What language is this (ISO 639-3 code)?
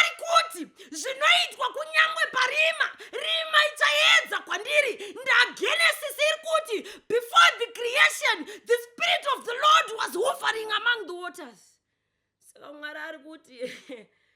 sna